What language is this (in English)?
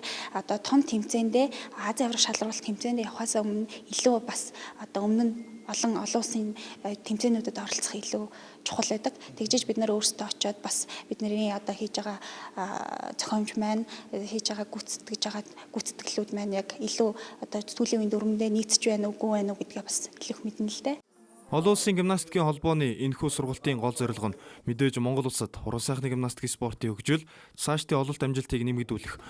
Mongolian